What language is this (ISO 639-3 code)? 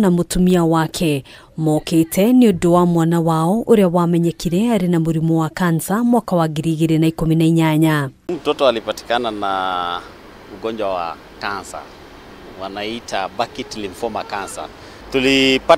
kik